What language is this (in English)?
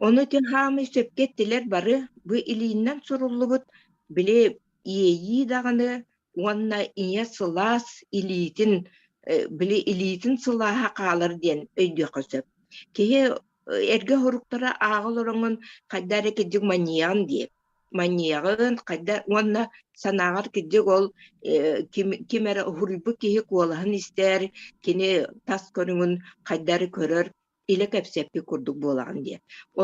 Yakut